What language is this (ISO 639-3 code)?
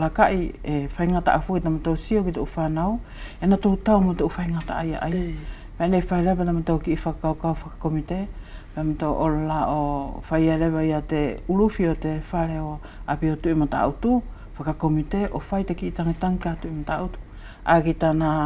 wls